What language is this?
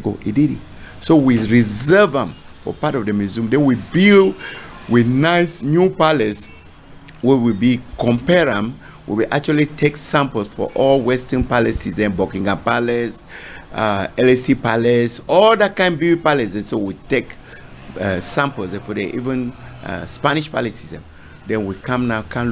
Cameroon Pidgin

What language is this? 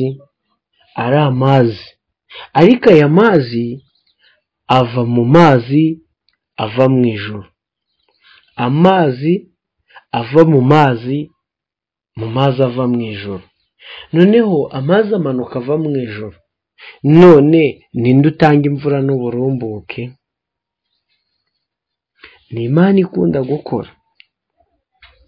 Kinyarwanda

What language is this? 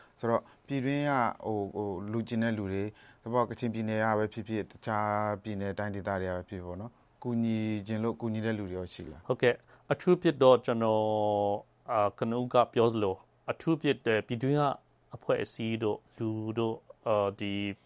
Burmese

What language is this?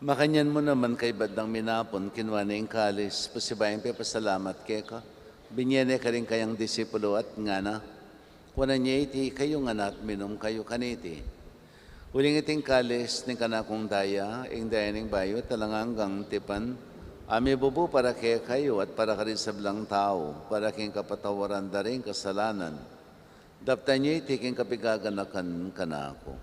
Pampanga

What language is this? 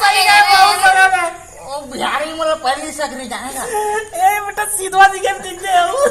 Chhattisgarhi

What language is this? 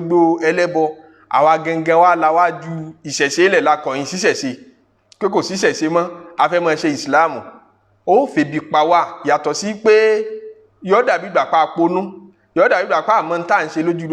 Yoruba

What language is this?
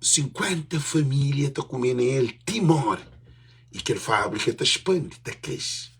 Kabuverdianu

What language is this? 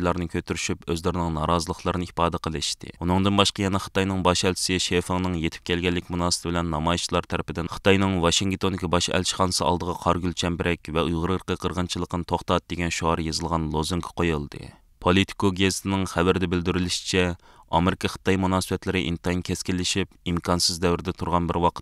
Uyghur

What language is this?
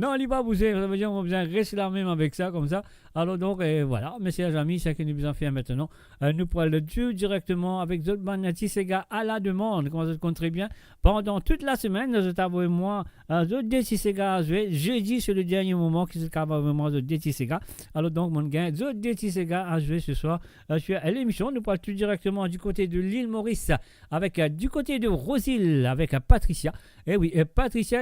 Morisyen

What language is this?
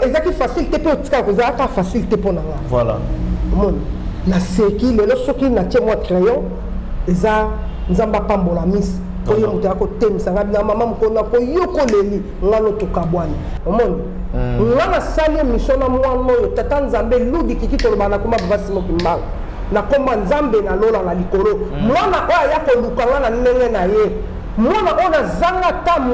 Lingala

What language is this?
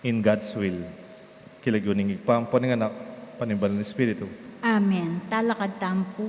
Pampanga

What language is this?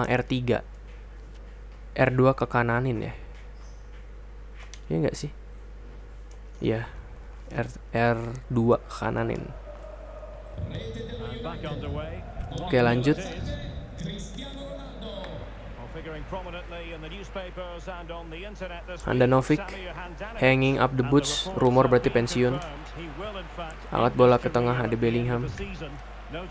Indonesian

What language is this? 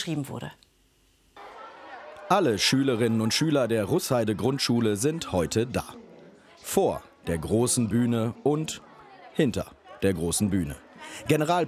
German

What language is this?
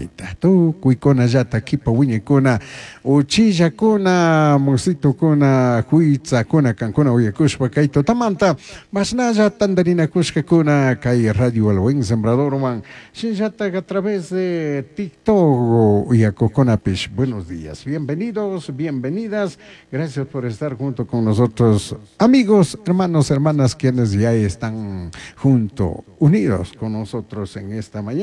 Chimborazo Highland Quichua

